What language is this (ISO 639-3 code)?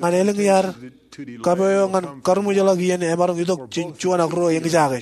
mah